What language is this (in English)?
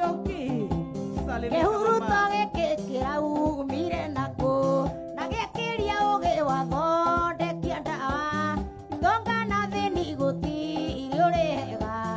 Kikuyu